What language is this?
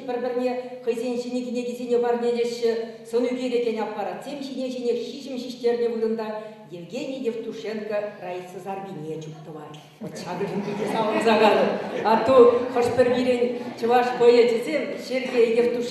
Chuvash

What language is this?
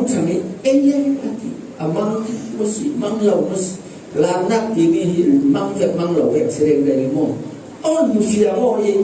Falam Chin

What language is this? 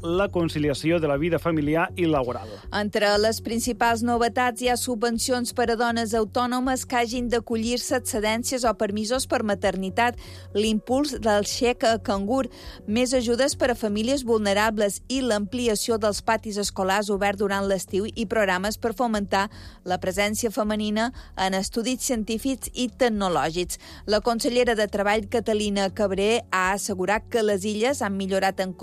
Catalan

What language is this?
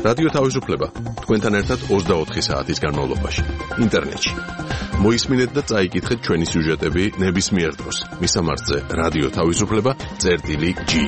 Georgian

